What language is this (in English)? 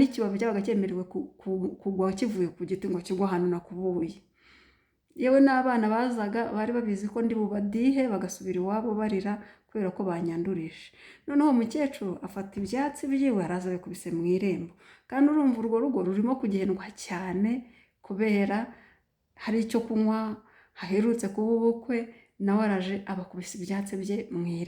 Kinyarwanda